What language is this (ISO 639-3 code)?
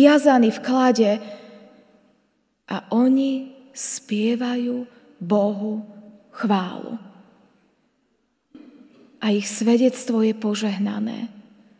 slk